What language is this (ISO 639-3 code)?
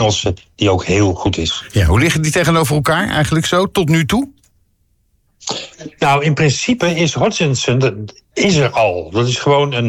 nld